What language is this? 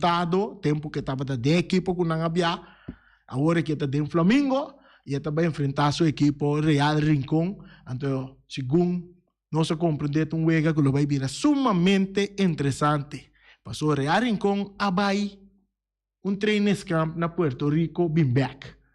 Papiamento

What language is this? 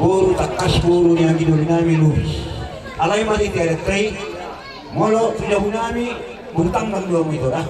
Batak Toba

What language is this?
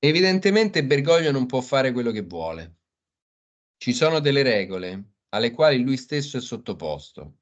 Italian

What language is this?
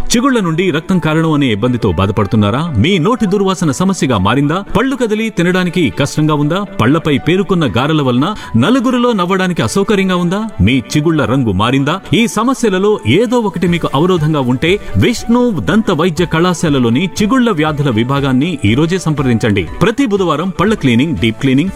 Telugu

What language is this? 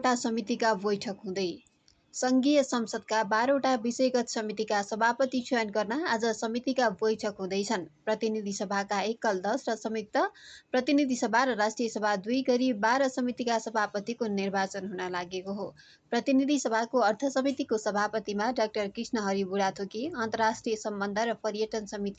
Nepali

